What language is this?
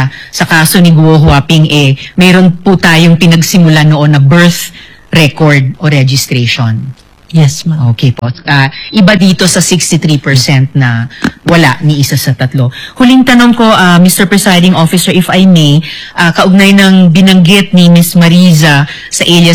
Filipino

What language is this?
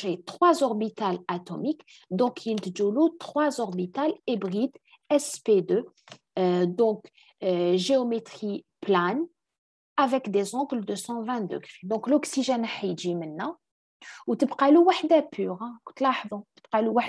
French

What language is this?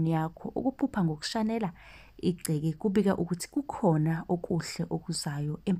Zulu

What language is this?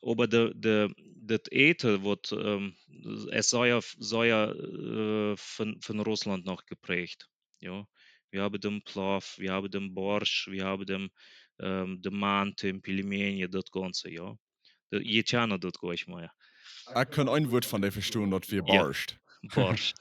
Plautdietsch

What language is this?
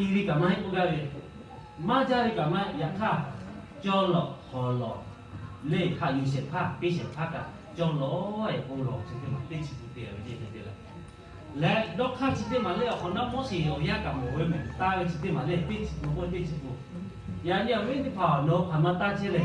Lahu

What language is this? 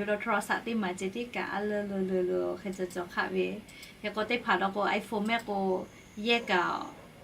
Lahu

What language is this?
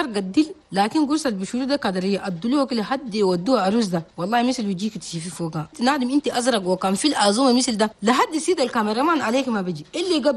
Chadian Arabic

